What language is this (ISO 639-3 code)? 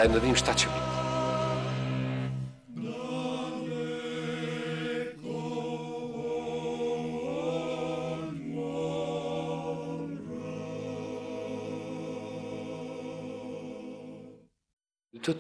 srp